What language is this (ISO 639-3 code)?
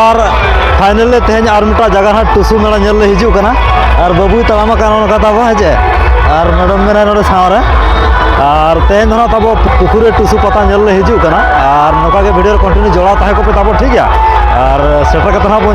sat